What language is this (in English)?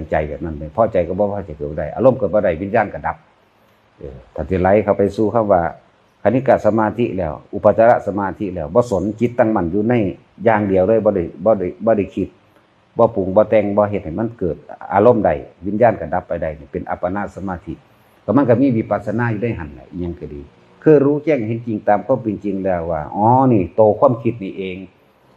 Northeastern Thai